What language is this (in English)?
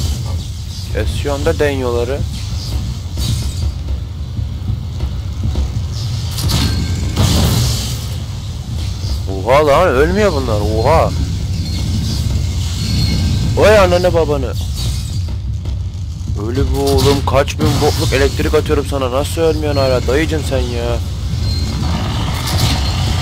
Turkish